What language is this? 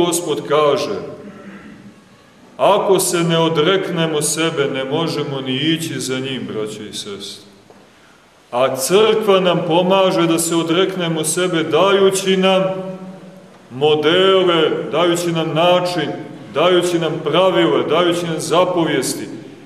Serbian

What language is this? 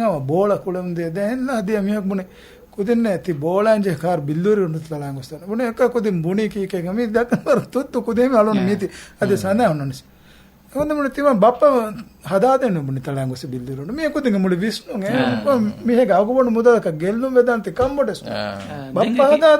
Divehi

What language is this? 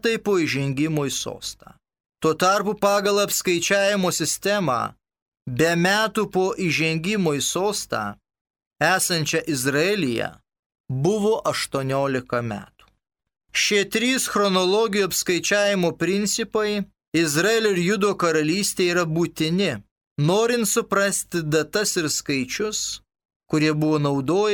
Lithuanian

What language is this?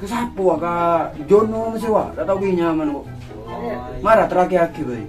Madurese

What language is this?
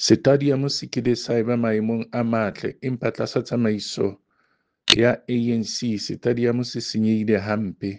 Southern Sotho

